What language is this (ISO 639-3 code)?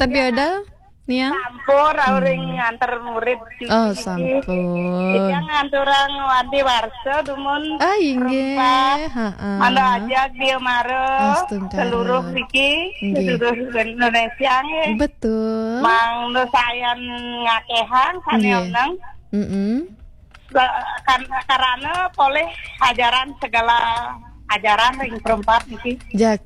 ban